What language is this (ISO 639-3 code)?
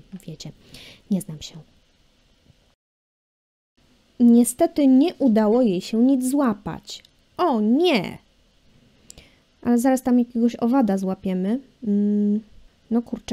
pol